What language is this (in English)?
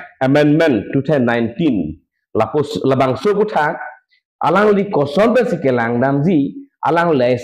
Karbi